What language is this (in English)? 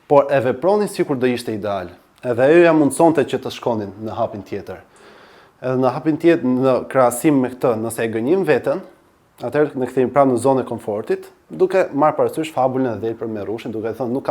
Albanian